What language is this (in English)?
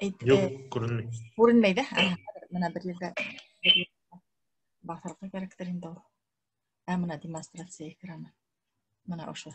Bashkir